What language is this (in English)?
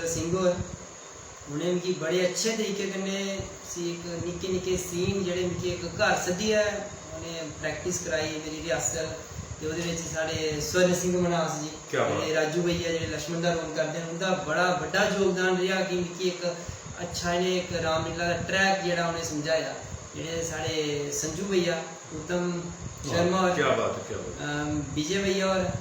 Dogri